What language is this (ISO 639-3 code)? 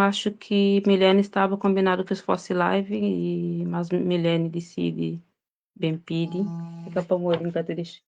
kea